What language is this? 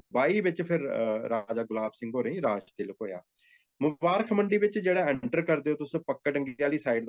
Dogri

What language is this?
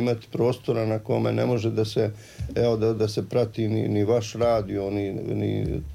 Croatian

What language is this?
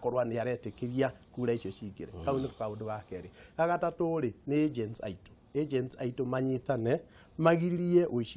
Kikuyu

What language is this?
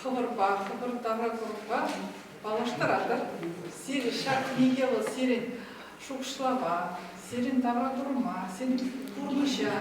Chuvash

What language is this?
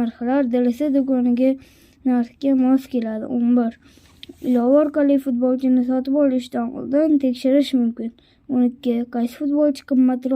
Uzbek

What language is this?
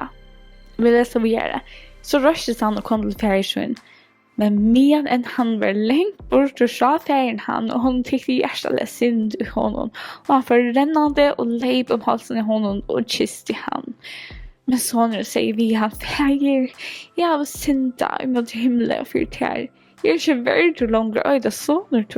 Faroese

